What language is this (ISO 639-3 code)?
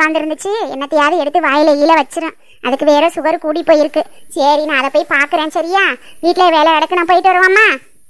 tam